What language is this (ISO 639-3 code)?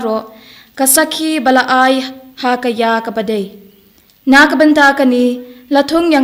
kha